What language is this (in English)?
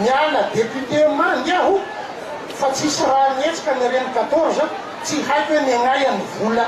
Malagasy